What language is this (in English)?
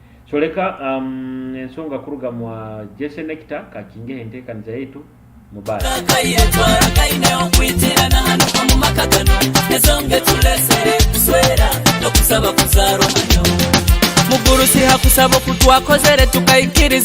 Nyoro